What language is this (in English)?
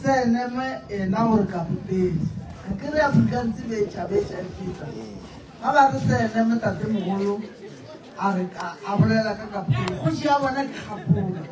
Northern Sotho